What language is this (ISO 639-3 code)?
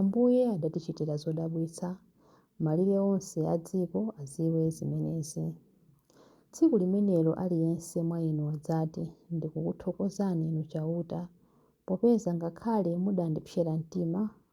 nya